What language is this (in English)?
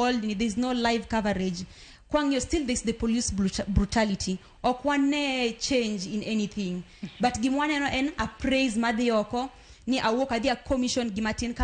Luo (Kenya and Tanzania)